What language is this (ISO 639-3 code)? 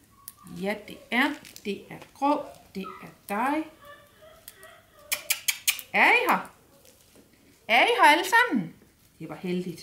dan